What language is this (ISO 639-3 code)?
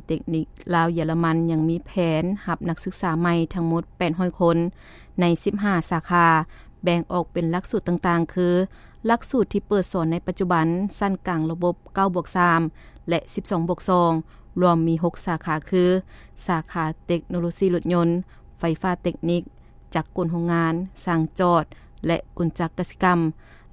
lao